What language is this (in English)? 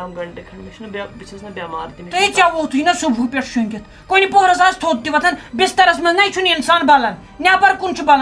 Kashmiri